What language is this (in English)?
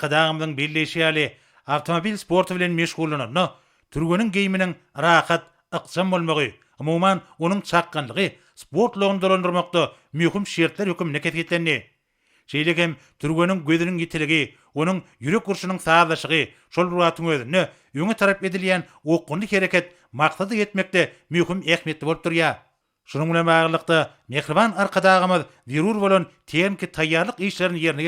Turkmen